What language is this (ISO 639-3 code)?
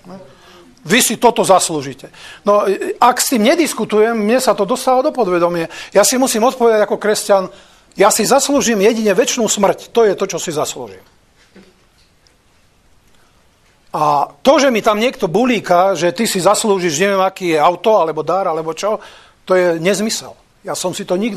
slk